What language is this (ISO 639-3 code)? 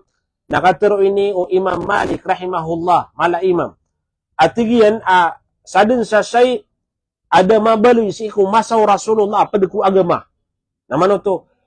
mrw